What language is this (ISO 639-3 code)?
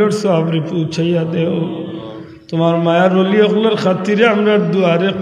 syl